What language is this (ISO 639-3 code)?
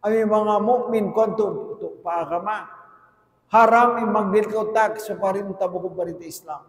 tsg